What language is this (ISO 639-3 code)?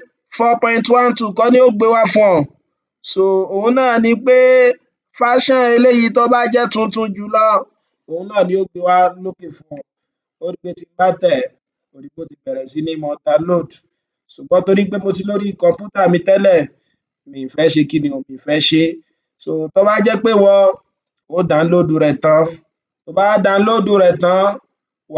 yor